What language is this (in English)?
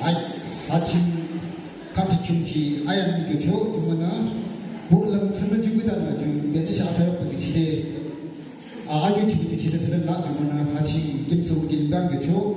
Yimchungru Naga